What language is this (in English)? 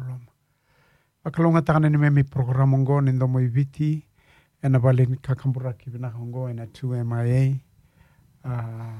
Fijian